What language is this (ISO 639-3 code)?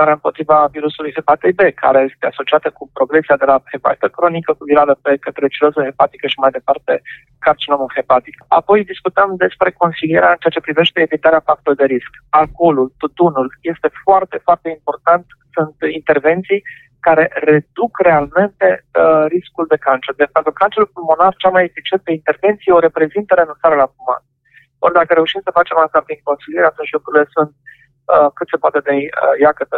ron